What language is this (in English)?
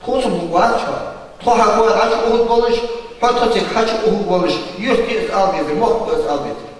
Ingush